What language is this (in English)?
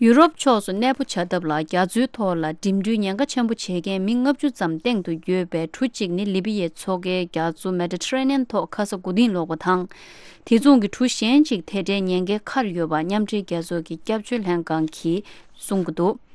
Tibetan